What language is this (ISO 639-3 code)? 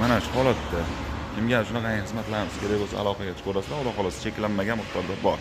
uzb